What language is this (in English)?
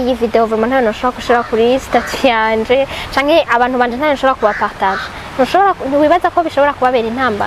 Rundi